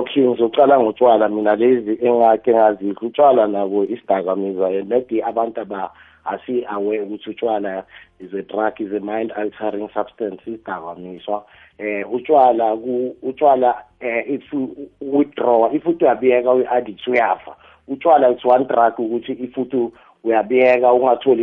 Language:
South Ndebele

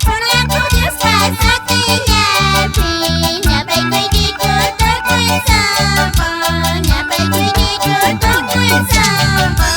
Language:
Quechua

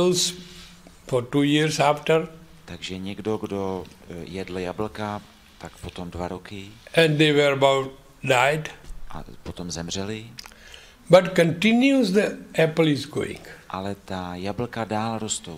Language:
Czech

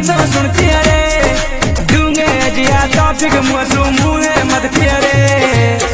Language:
Bhojpuri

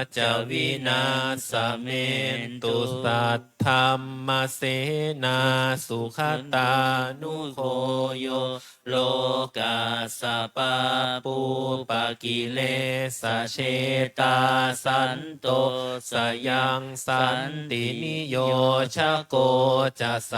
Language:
Pali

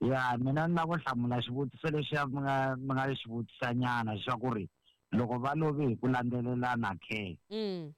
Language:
Tsonga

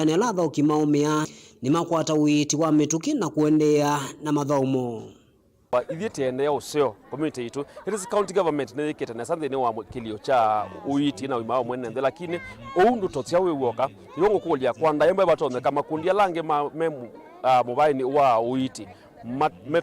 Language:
Kamba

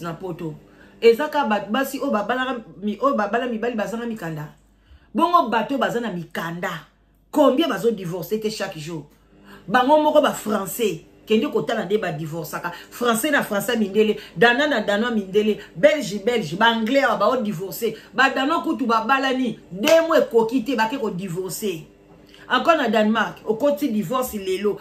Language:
Lingala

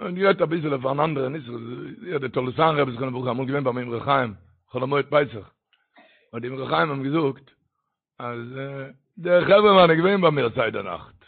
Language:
Yiddish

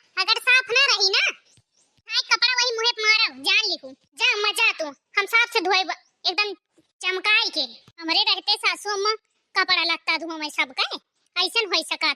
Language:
Awadhi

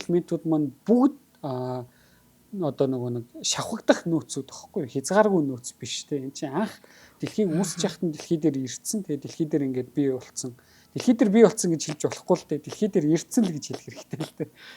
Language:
Mongolian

